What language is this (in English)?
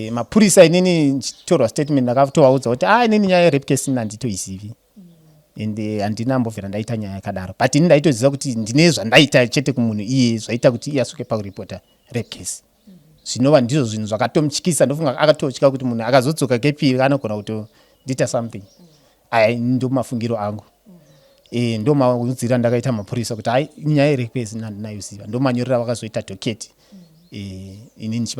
Shona